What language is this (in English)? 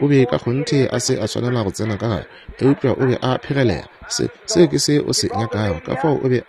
Northern Sotho